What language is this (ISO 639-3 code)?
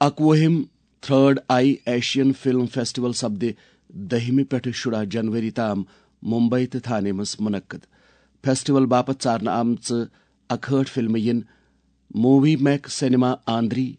kas